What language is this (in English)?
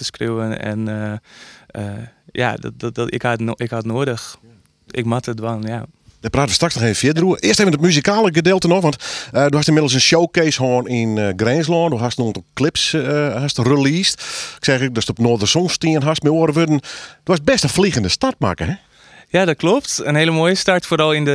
Dutch